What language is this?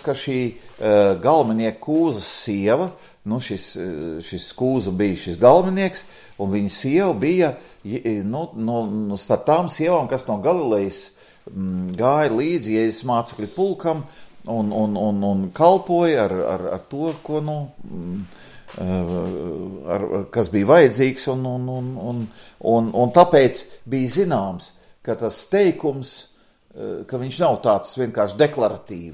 Latvian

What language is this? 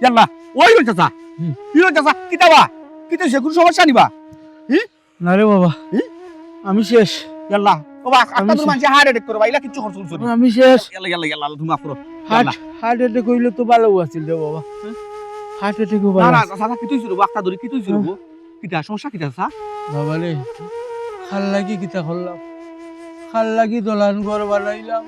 Sylheti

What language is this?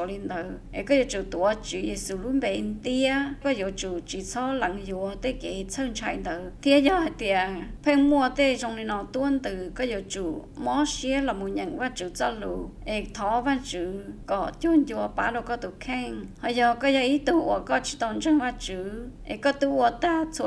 Hmong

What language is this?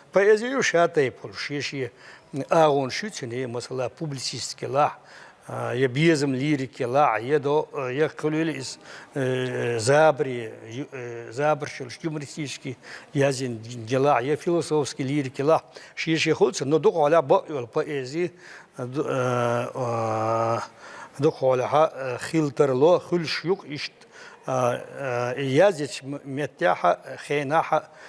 Chechen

